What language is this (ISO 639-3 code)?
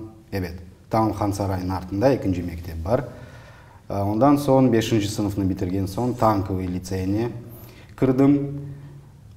crh